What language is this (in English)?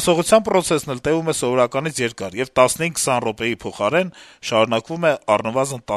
Armenian